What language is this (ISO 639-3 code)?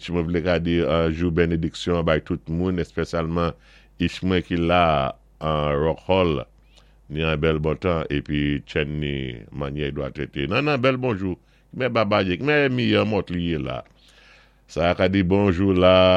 acf